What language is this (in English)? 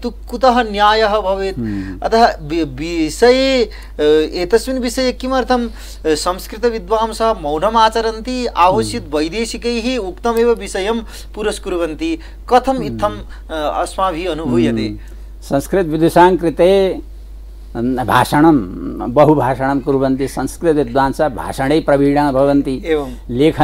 Sanskrit